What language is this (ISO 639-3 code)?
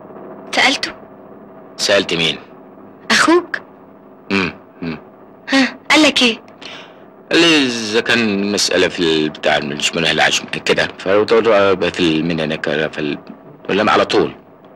arz